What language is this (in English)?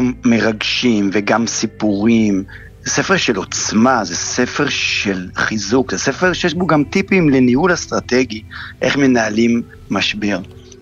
Hebrew